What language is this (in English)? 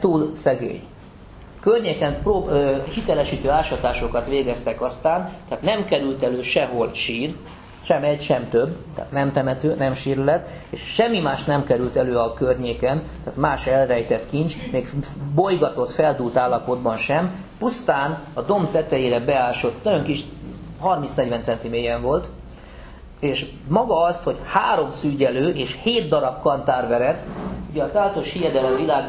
Hungarian